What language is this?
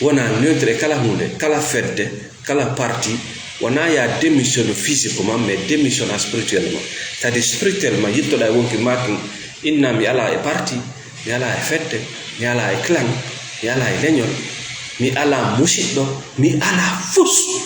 Fula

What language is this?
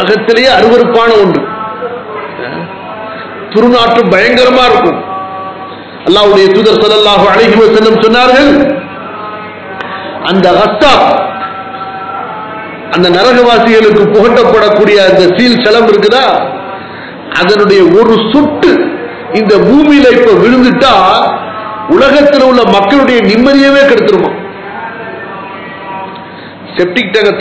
Tamil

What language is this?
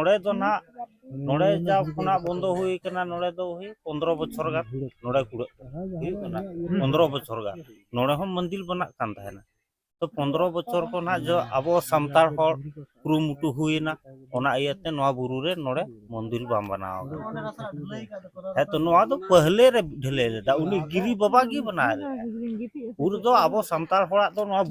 Santali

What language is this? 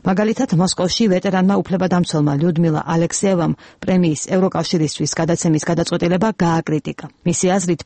Georgian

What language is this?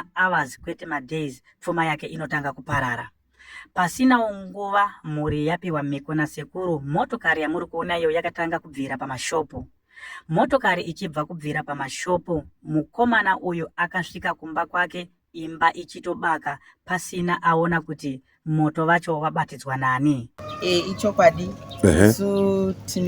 Shona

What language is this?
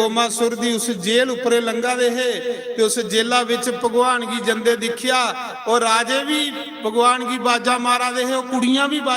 Dogri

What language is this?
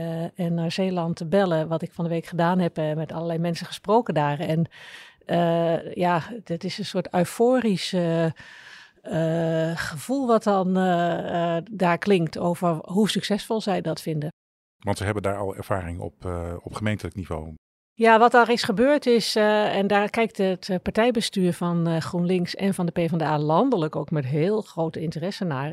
Dutch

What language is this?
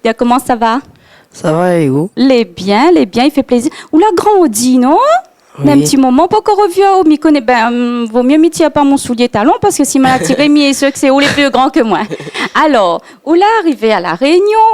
Réunion Creole French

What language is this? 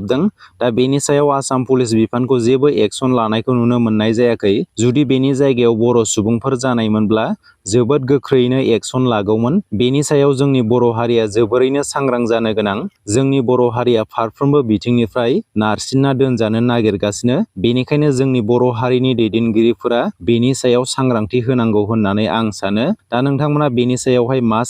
Bodo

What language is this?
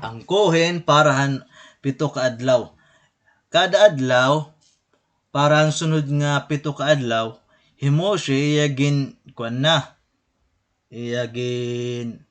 Waray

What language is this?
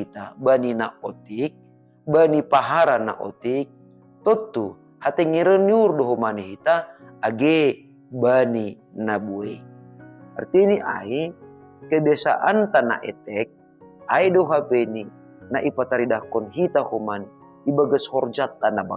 Batak Simalungun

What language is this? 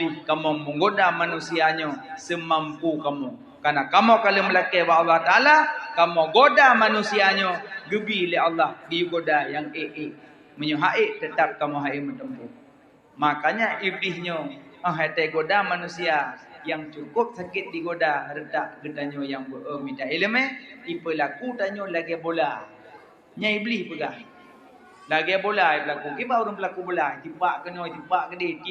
Achinese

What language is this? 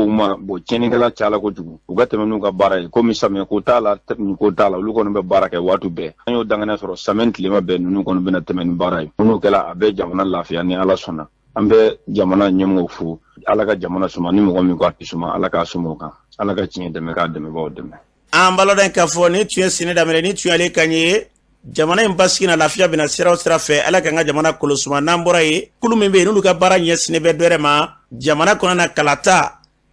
Bambara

